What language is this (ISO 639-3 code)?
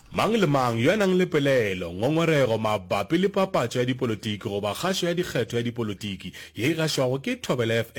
nso